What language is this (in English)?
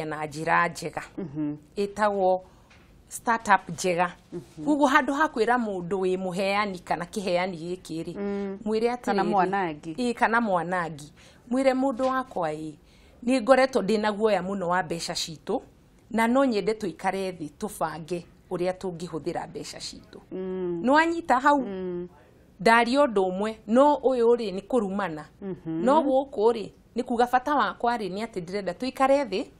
Kikuyu